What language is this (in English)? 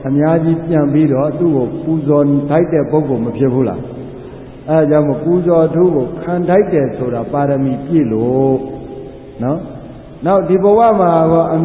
Burmese